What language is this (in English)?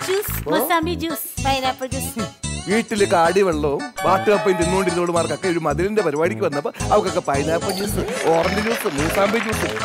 Malayalam